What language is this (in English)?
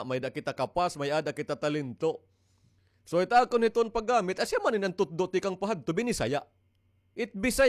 Waray